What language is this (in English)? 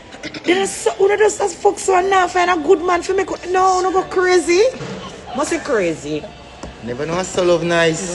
Jamaican Creole English